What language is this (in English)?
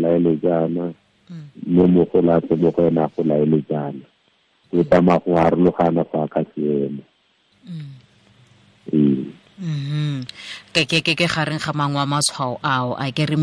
Tswana